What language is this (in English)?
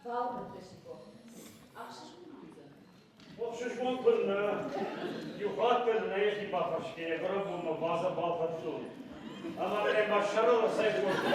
Ossetic